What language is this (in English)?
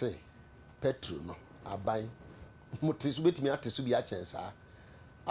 Akan